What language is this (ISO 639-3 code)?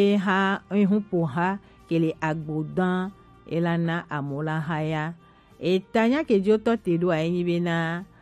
gej